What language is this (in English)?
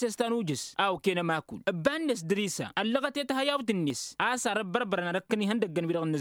Tamasheq